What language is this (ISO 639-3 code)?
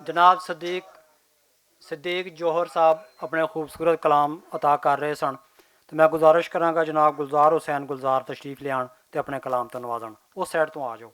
lah